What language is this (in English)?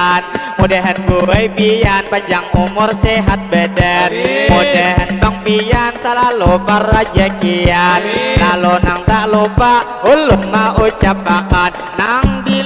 Banjar